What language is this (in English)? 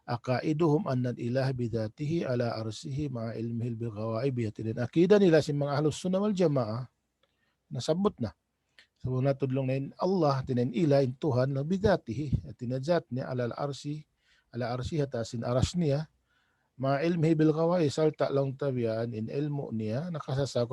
Tausug